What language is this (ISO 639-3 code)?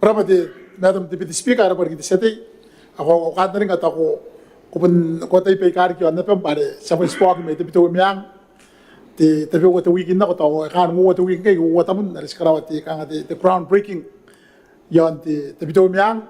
gil